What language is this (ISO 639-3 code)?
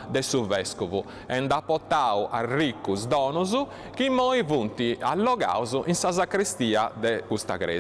srd